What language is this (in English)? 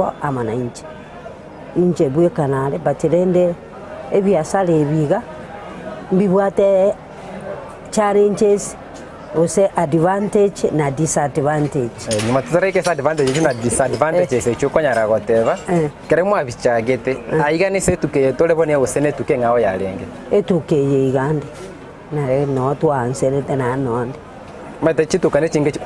Gusii